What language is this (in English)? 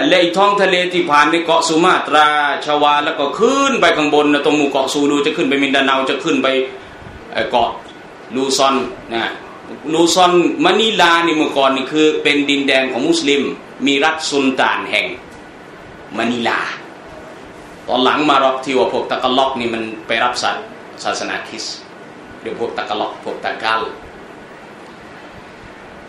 Thai